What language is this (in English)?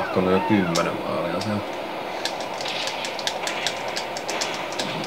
Finnish